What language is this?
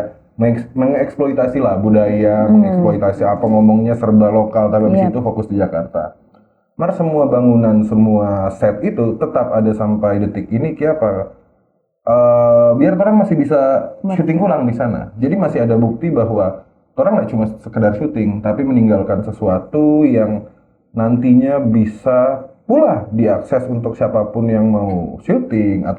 Manado Malay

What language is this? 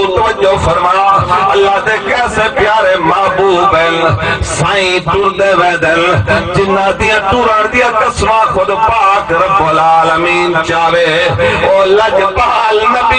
Saraiki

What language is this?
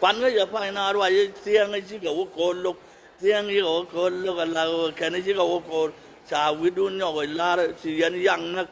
Nuer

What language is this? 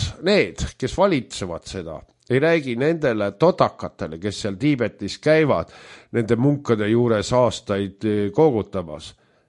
Estonian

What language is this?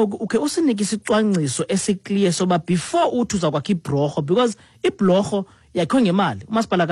Xhosa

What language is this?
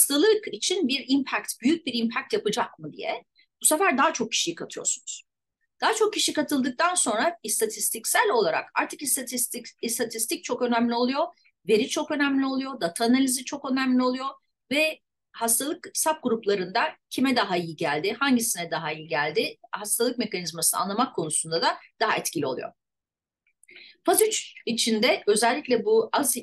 Turkish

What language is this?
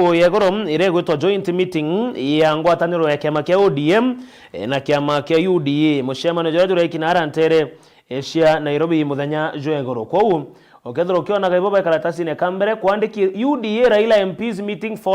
Meru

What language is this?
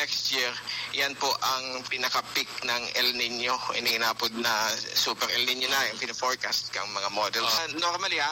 Bikol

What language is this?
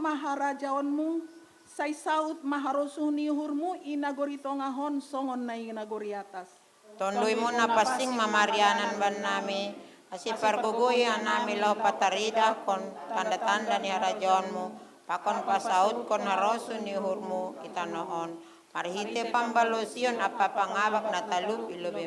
Batak Simalungun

